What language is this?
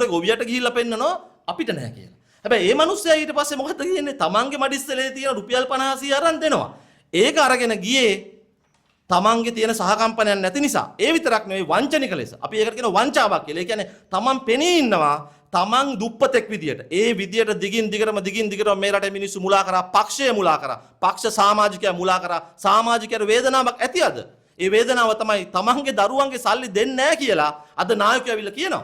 Sinhala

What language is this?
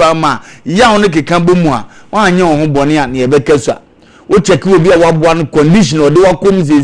Akan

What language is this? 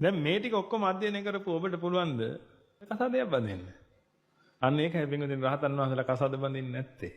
Sinhala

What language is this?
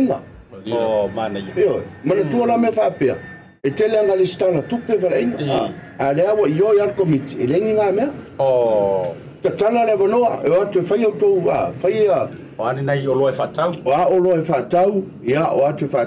Samoan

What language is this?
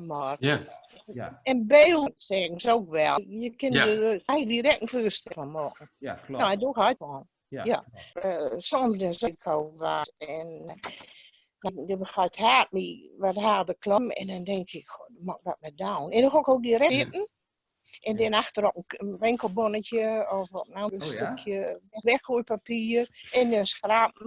Gronings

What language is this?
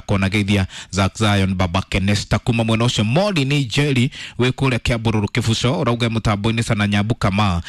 Kikuyu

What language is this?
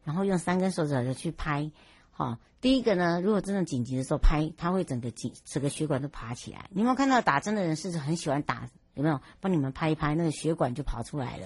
Chinese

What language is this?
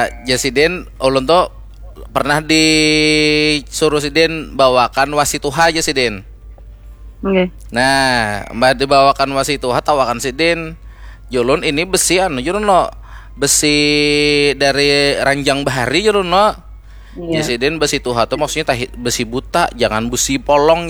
Banjar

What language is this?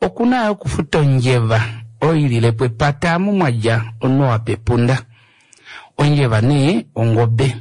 Kuanyama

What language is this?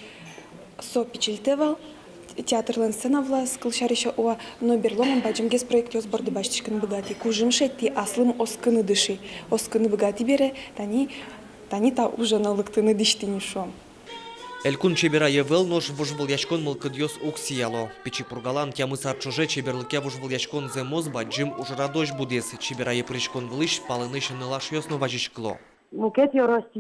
Udmurt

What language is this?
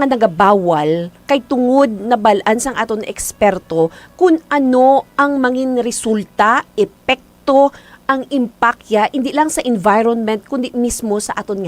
Hiligaynon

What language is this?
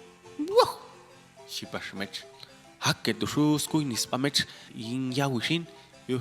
Popti'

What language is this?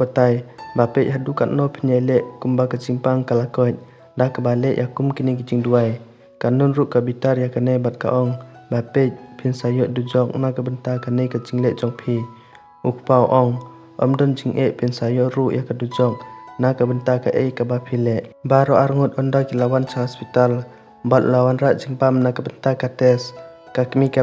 Khasi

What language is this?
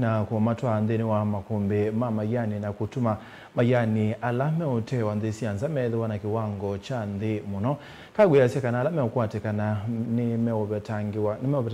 Kamba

